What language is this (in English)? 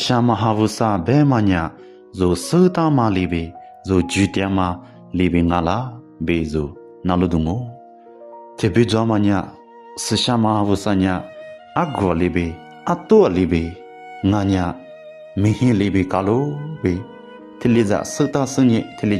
Lisu